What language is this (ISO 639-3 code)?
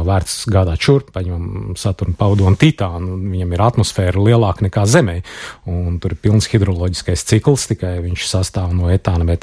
lav